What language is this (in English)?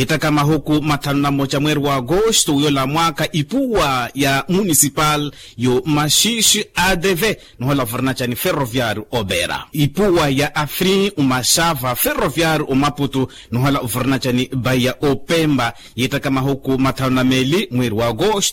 Makhuwa